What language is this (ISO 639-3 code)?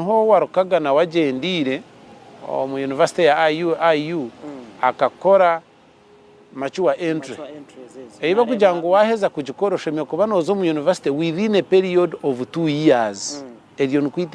nyn